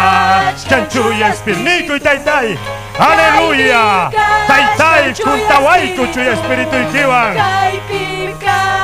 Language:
Ayacucho Quechua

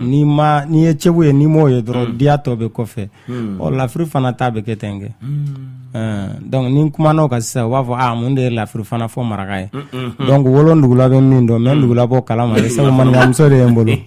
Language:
Bambara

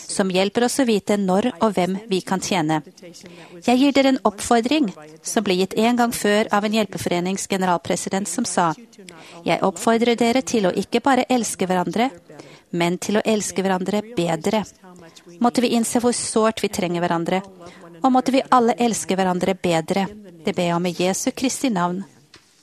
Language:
Norwegian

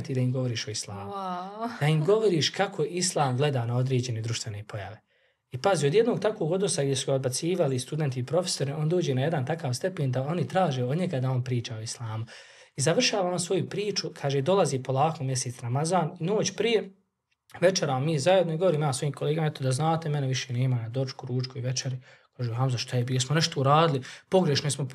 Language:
Bosnian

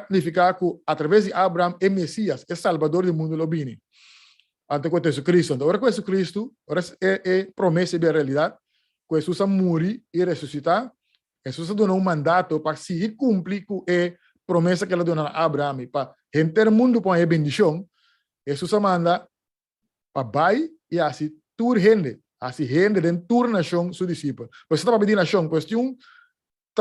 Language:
Papiamento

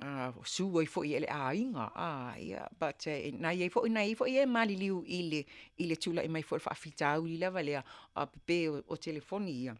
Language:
Samoan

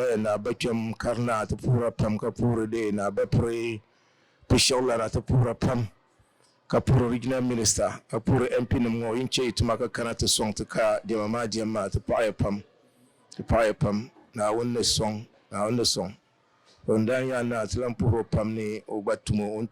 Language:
Dagbani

